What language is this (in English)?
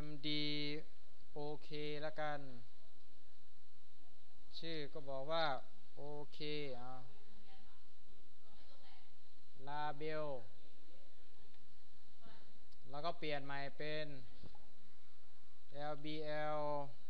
Thai